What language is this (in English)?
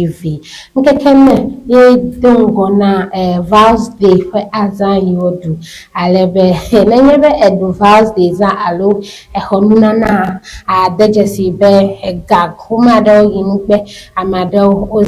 Ewe